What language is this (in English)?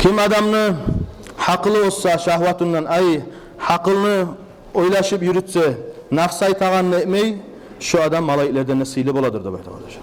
Kumyk